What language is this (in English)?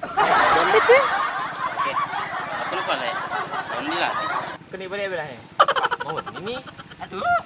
Buginese